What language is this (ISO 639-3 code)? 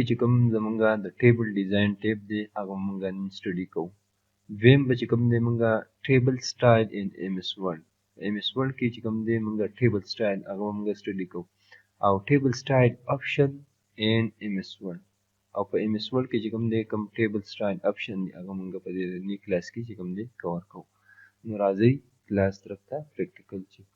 pus